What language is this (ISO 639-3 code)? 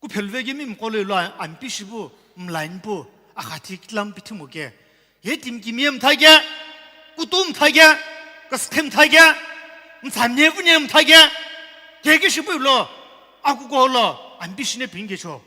nsm